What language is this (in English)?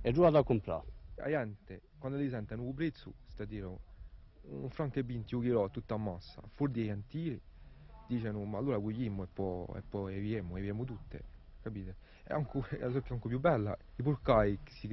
Corsican